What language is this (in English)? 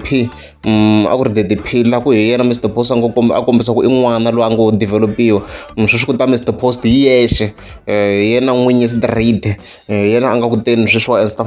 Tsonga